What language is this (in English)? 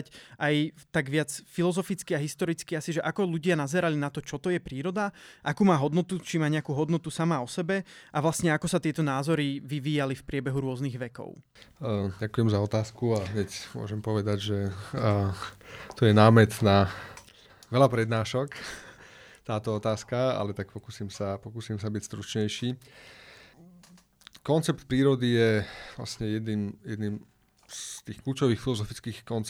Slovak